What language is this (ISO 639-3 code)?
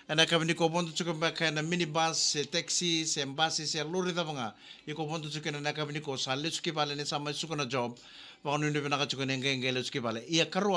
fij